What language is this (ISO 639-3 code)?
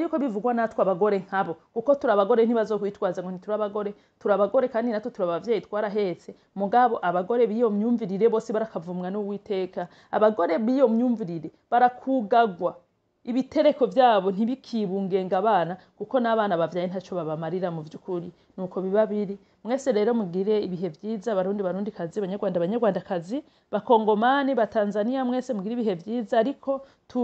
run